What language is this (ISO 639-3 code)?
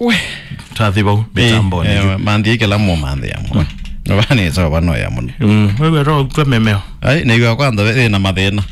kam